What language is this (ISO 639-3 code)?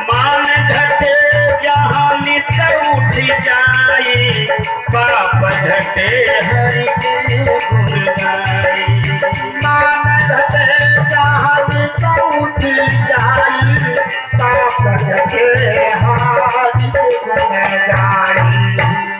mai